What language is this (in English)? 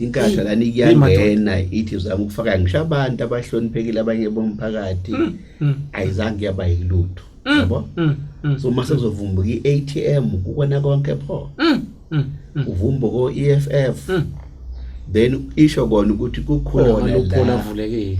Zulu